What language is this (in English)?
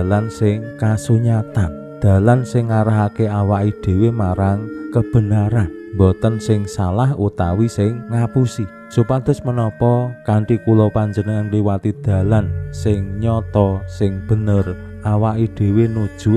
Javanese